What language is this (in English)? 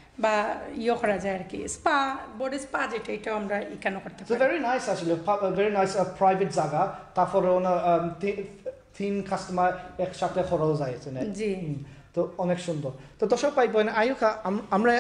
Sylheti